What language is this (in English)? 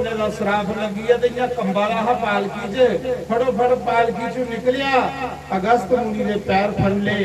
Dogri